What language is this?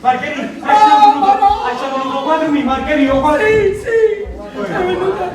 Neapolitan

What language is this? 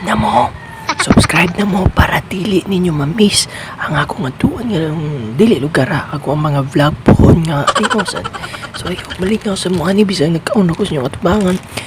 Cebuano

